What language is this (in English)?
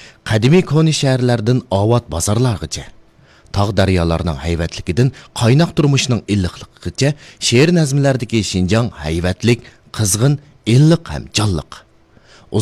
Uyghur